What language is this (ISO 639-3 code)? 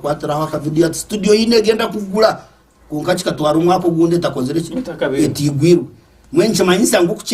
nyn